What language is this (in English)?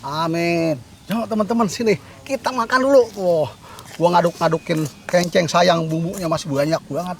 Betawi